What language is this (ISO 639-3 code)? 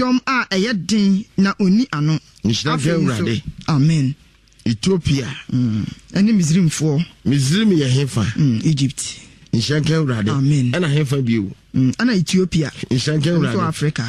aka